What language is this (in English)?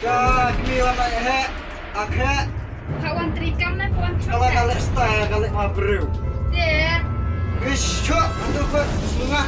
Khasi